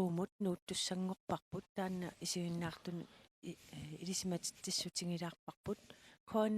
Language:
Kalaallisut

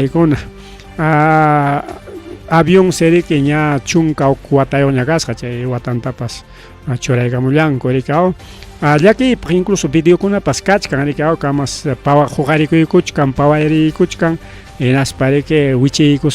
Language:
Ayacucho Quechua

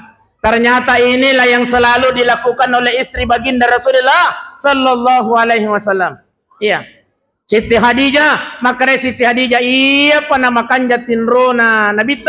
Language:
Buginese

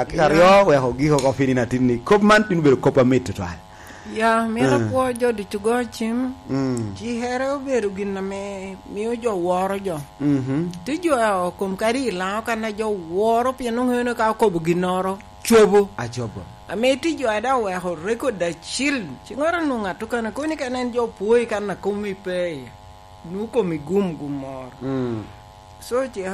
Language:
Lango (Uganda)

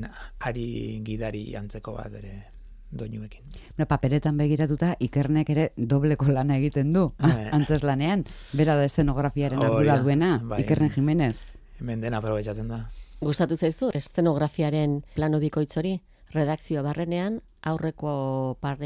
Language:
Basque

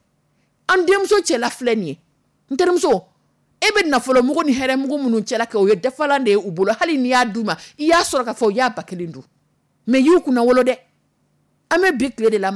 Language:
Dyula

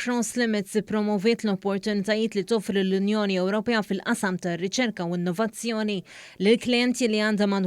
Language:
Maltese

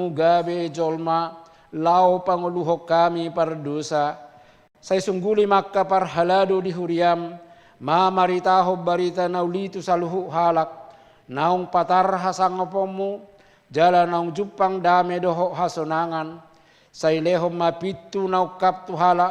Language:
Batak Toba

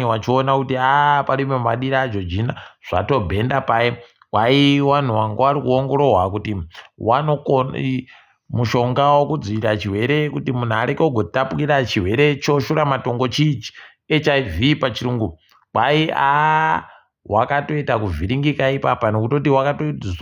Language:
Ndau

